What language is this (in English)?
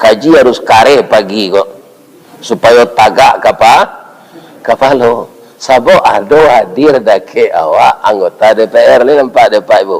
Minangkabau